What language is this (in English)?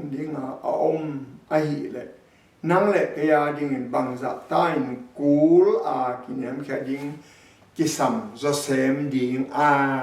Tedim Chin